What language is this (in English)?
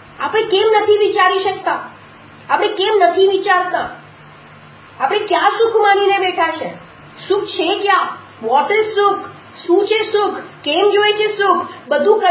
Gujarati